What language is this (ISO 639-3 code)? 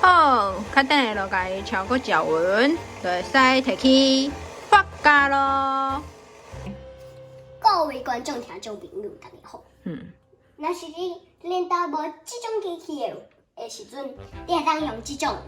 nan